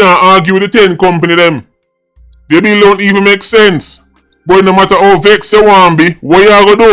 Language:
Jamaican Creole English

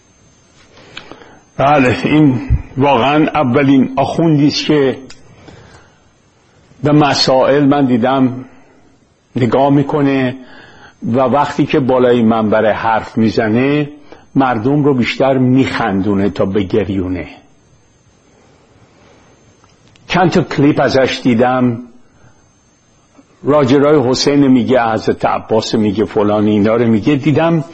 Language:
Persian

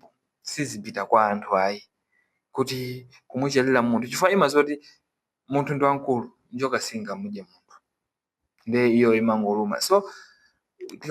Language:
Nyanja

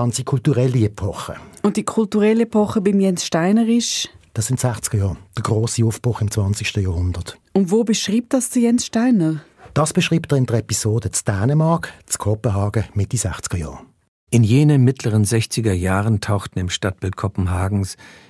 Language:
Swiss German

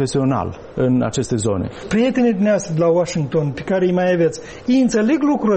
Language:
Romanian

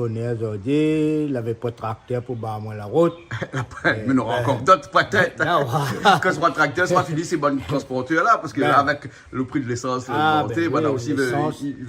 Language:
Réunion Creole French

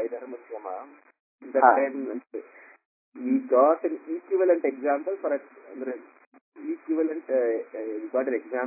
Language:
Kannada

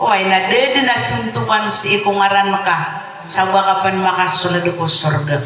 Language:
Maranao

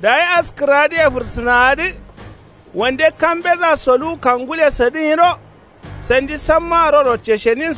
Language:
Kanuri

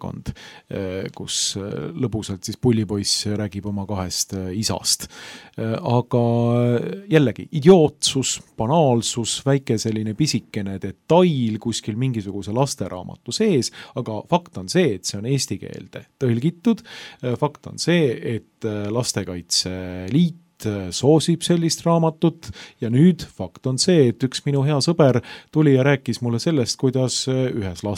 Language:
Estonian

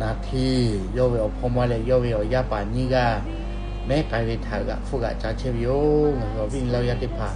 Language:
Lahu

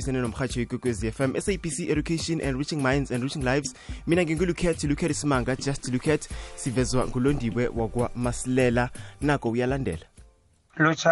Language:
South Ndebele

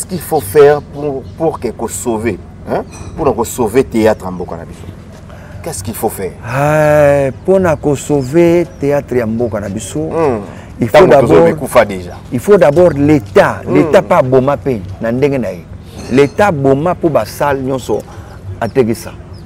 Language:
Lingala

